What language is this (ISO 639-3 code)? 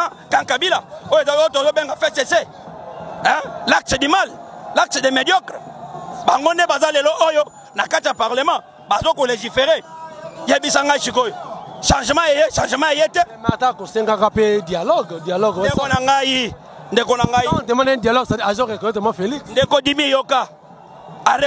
lin